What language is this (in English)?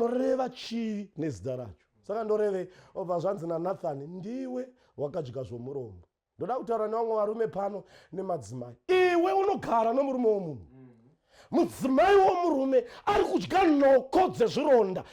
Shona